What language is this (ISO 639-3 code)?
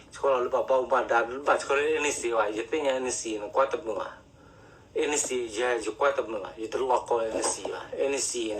ksw